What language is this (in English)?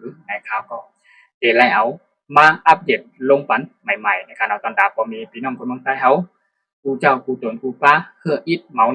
Shan